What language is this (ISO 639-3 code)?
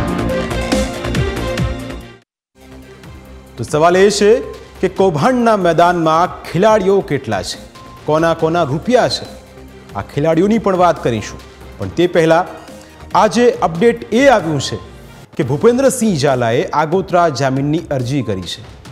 guj